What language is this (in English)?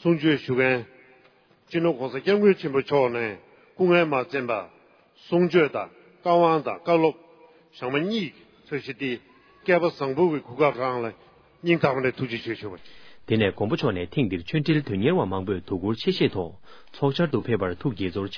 Tibetan